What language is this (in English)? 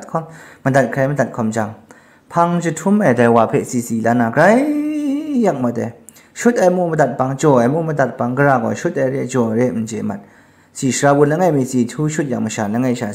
Kachin